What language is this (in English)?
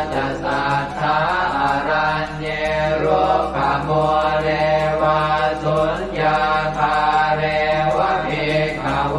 Pali